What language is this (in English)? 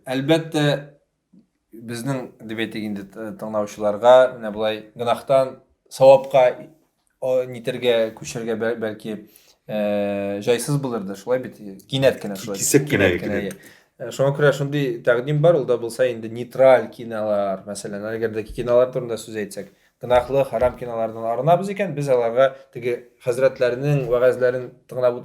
Tatar